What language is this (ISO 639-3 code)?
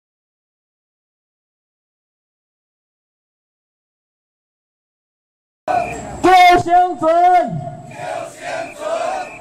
zho